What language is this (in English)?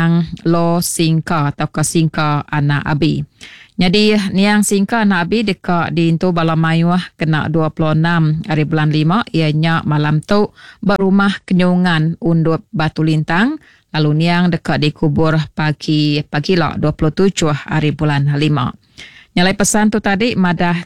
Iban